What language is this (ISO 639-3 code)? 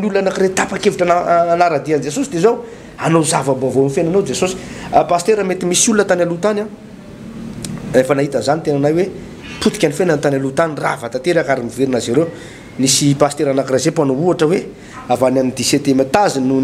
mlg